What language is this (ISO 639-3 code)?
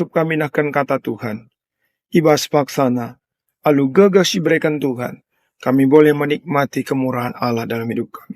btx